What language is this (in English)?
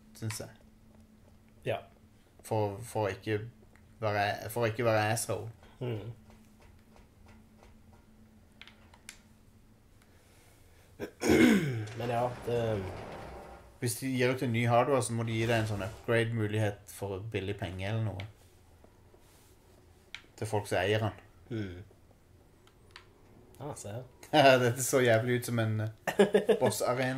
Norwegian